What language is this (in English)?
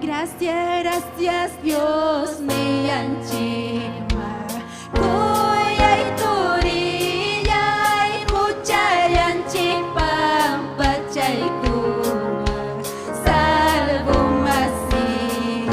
Ayacucho Quechua